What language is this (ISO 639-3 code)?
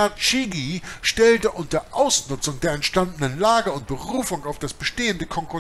deu